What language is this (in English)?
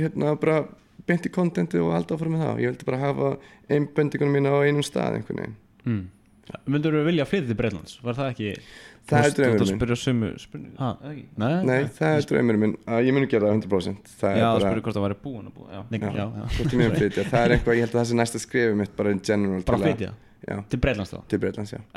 Icelandic